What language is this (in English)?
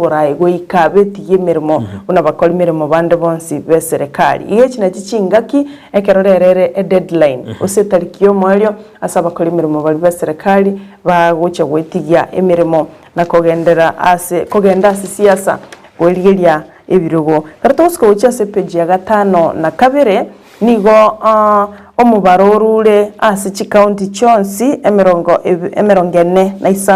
Gusii